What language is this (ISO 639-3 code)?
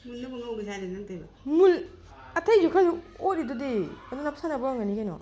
mni